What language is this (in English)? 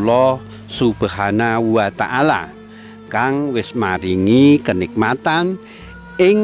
Javanese